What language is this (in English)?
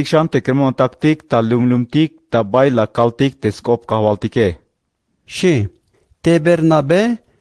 Tzeltal